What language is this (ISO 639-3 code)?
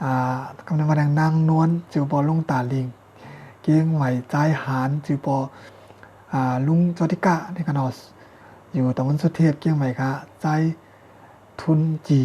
shn